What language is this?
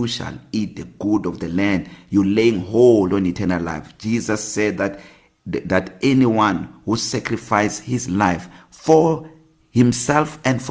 English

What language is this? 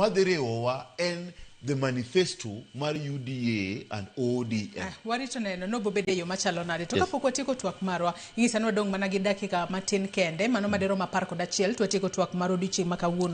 Luo (Kenya and Tanzania)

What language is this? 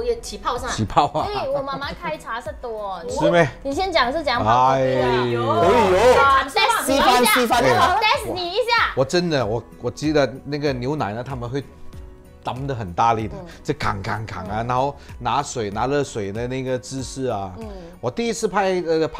Chinese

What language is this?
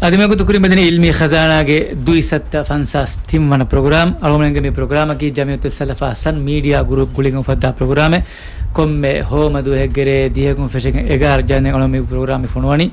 Divehi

